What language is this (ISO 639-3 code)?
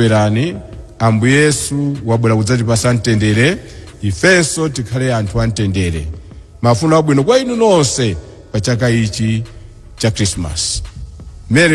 nya